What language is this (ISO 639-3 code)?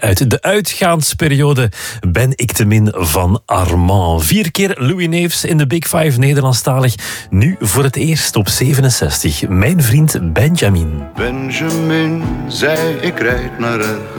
nld